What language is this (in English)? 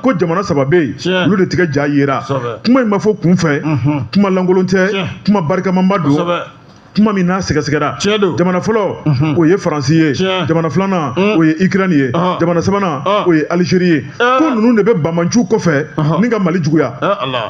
Bambara